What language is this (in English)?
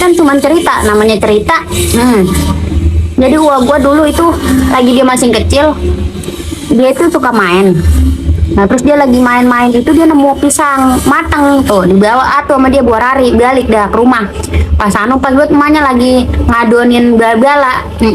Betawi